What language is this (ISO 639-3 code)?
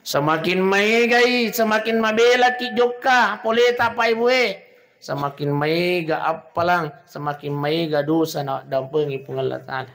bug